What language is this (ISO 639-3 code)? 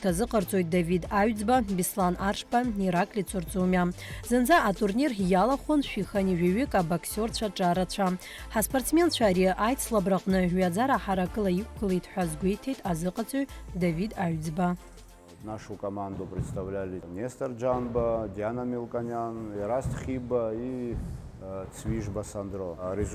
abk